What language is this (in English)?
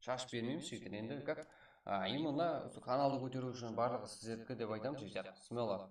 Kara-Kalpak